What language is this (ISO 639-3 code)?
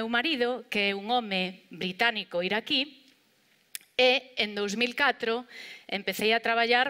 glg